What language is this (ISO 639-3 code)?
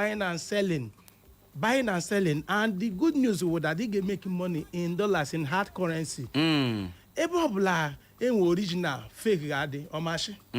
ibo